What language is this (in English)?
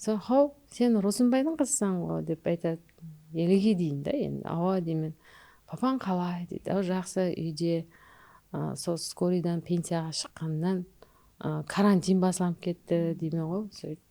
Kara-Kalpak